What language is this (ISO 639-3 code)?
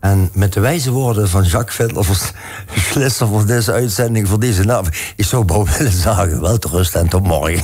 lim